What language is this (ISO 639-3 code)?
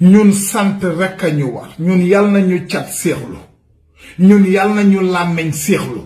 wol